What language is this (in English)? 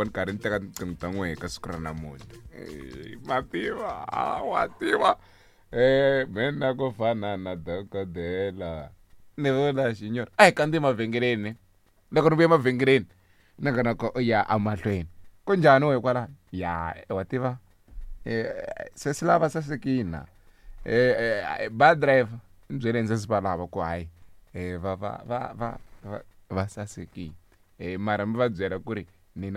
Tsonga